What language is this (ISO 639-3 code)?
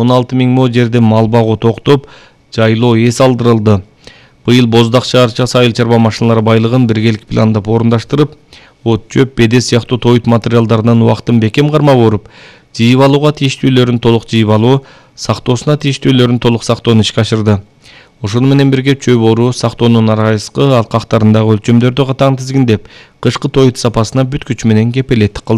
kir